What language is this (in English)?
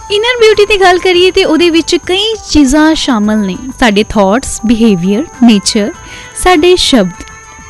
Punjabi